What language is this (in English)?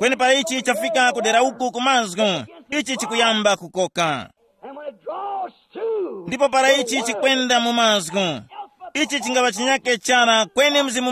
Tumbuka